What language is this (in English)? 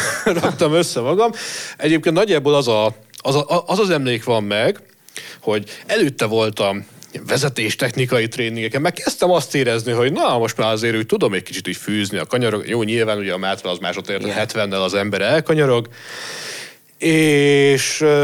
Hungarian